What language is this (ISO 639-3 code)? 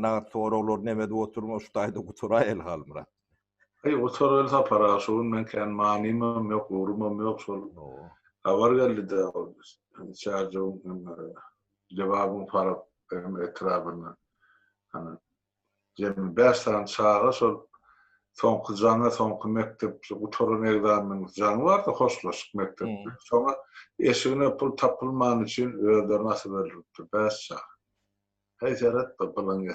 tuk